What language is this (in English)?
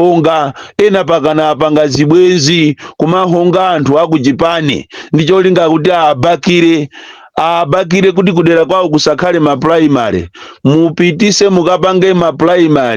Nyanja